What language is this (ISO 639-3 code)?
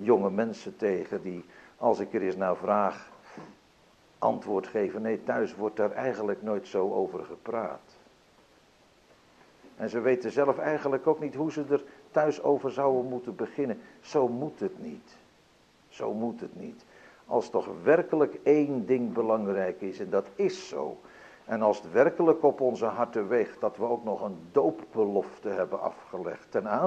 nld